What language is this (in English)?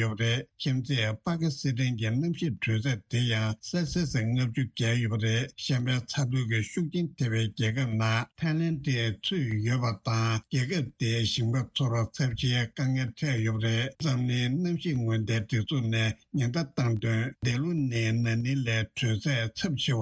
Tibetan